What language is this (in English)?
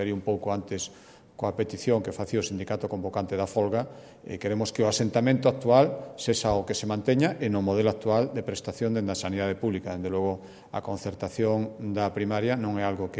Galician